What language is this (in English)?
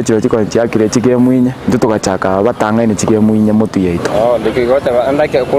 Gusii